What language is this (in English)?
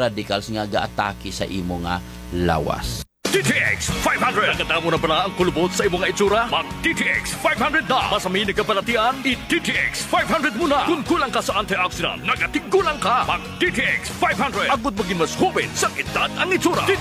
Hiligaynon